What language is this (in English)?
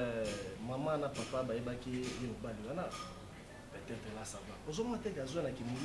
Lingala